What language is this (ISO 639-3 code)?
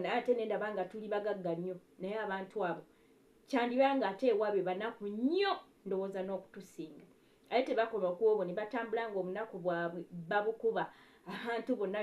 lug